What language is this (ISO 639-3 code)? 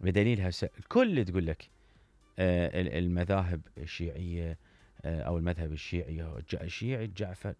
acm